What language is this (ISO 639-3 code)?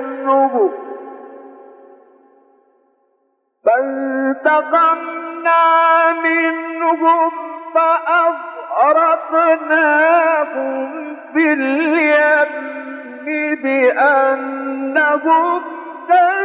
ara